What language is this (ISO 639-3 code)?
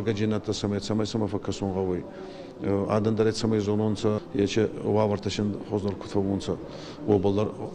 oss